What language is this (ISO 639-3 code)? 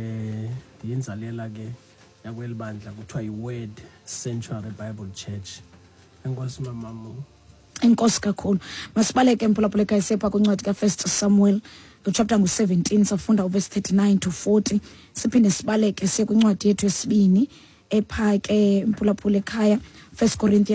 xho